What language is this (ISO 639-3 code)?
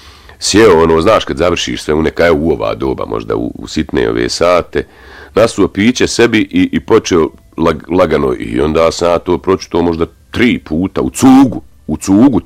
bos